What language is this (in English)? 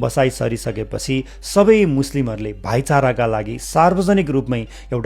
Nepali